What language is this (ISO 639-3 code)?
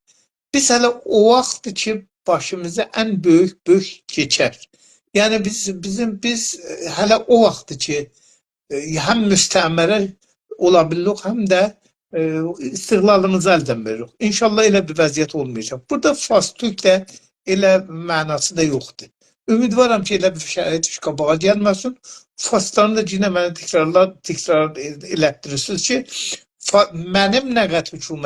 azb